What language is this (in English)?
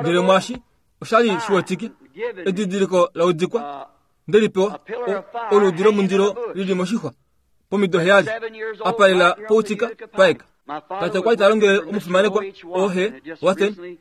Kuanyama